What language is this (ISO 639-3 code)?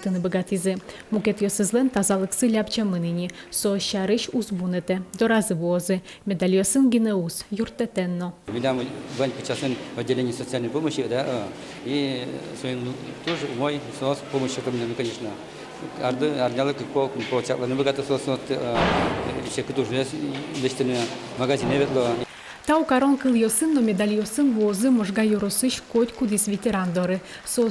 udm